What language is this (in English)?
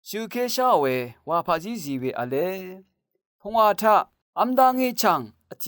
Rawang